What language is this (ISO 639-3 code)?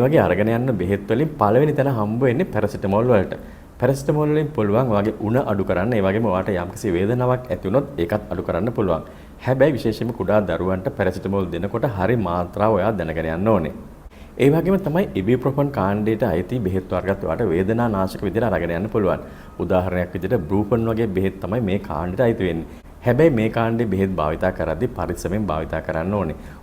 sin